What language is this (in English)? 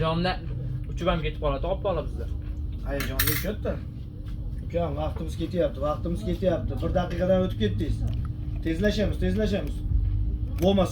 Uzbek